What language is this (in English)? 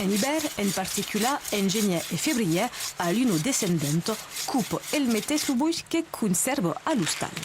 Occitan